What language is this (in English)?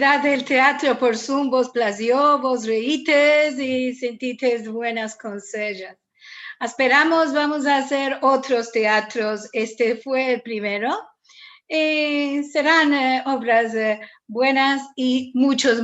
Ladino